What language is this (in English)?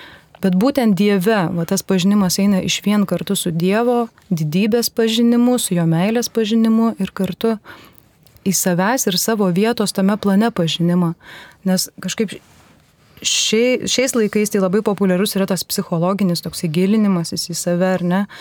Lithuanian